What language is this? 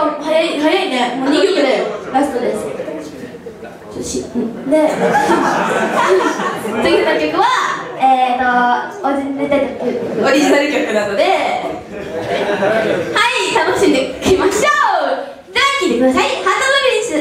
Japanese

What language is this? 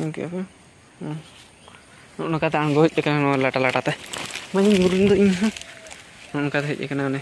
Santali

